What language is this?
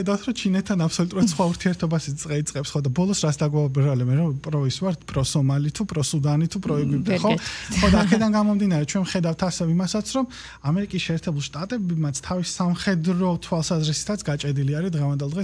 Georgian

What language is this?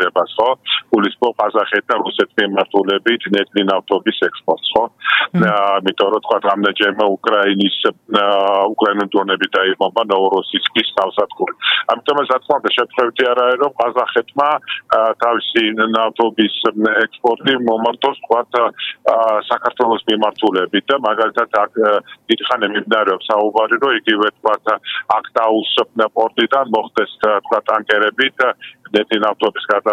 Georgian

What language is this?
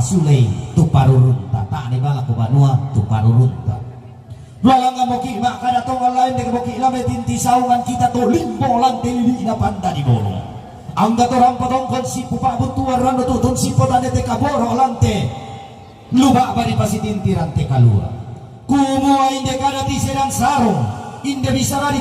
Toraja-Sa'dan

